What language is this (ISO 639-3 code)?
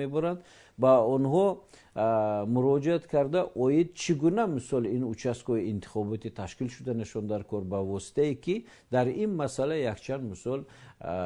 tgk